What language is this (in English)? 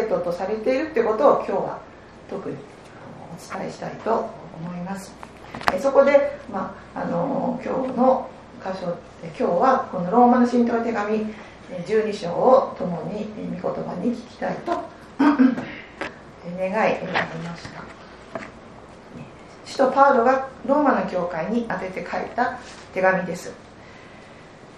Japanese